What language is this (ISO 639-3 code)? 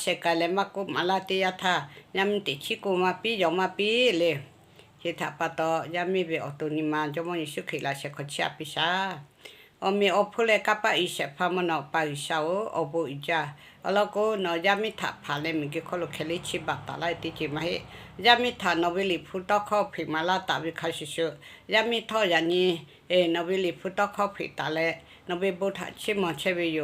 lhu